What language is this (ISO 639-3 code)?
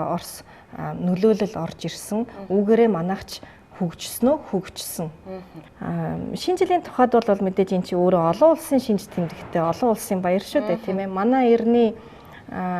mon